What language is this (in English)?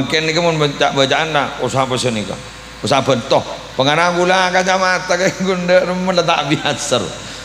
Madurese